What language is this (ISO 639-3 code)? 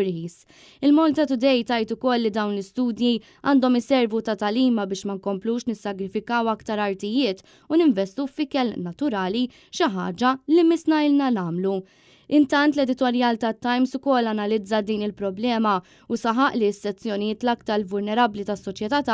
mlt